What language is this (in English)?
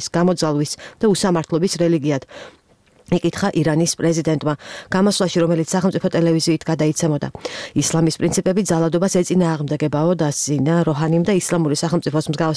Georgian